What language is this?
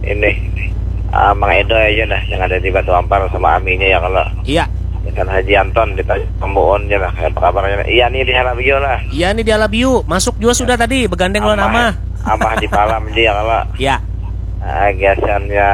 Banjar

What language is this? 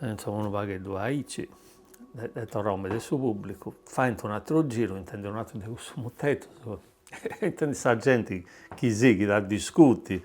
Sardinian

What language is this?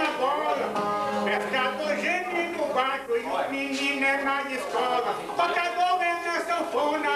Portuguese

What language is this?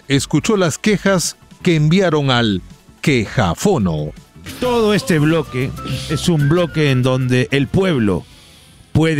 Spanish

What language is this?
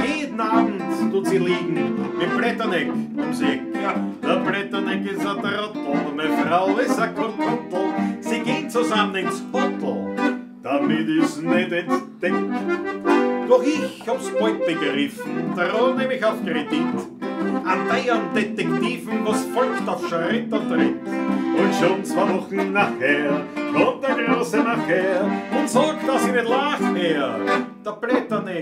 Bavarian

